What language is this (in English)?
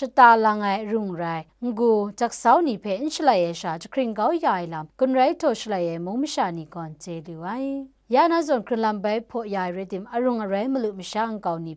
Kachin